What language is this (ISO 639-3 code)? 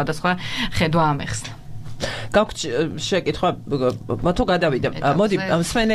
kat